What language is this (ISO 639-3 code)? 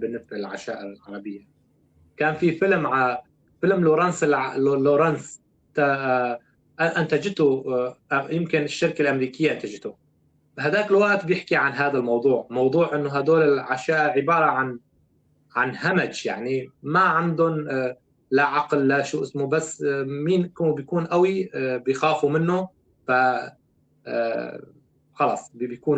apc